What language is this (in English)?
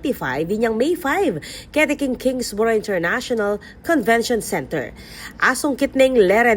Pampanga